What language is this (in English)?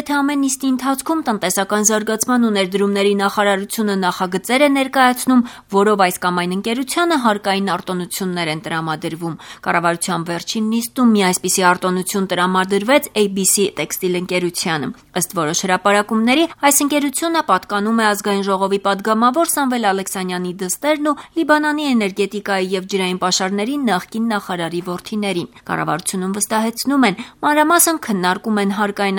Armenian